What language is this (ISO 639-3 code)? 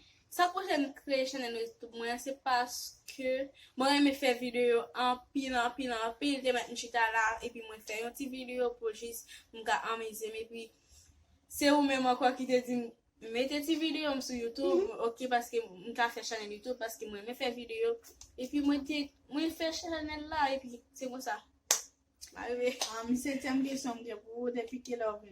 hat